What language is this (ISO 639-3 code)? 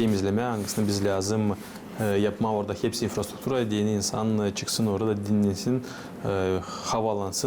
gag